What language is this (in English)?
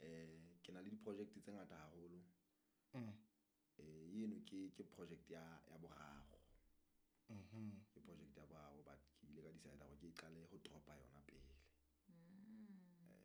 Southern Sotho